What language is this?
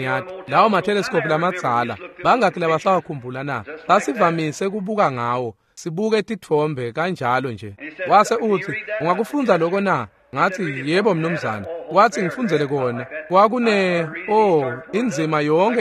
Swati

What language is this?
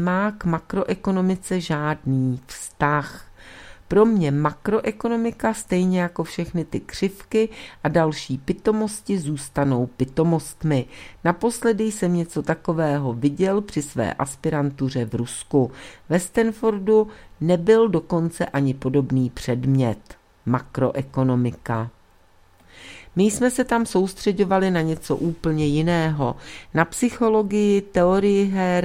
Czech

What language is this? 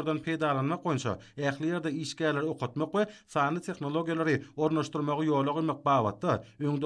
Turkmen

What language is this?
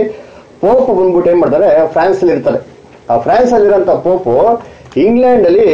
Kannada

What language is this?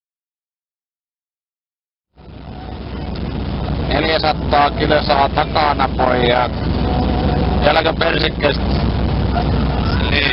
Finnish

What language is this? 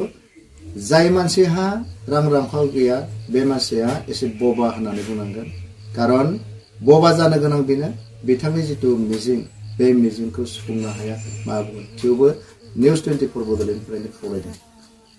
Bodo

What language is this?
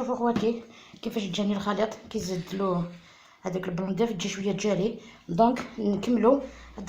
Algerian Arabic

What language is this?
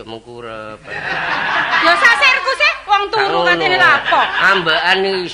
Javanese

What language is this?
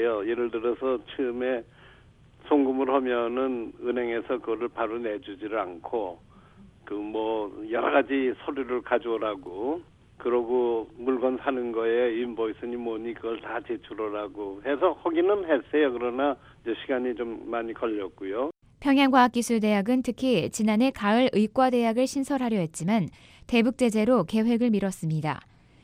Korean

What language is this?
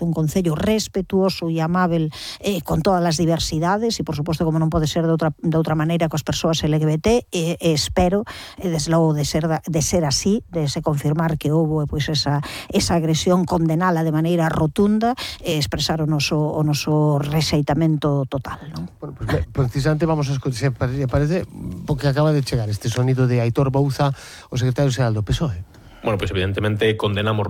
Galician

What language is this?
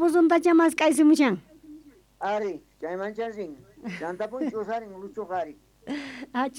South Bolivian Quechua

